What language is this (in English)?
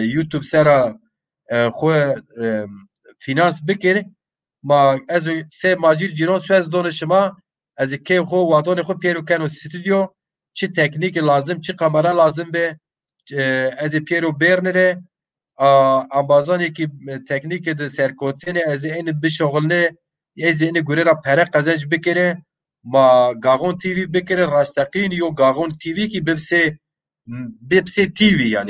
Zaza